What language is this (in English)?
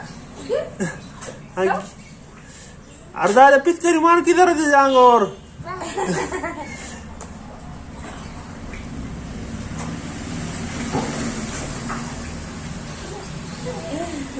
Marathi